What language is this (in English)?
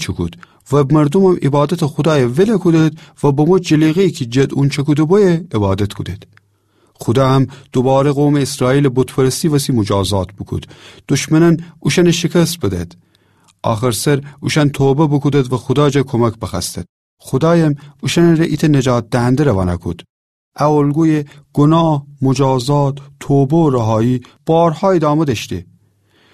Gilaki